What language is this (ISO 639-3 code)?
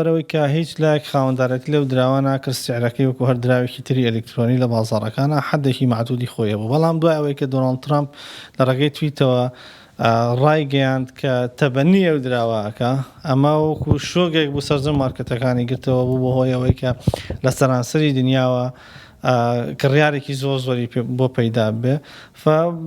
ckb